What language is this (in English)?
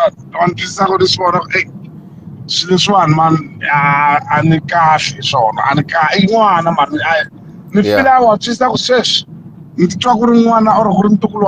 Tsonga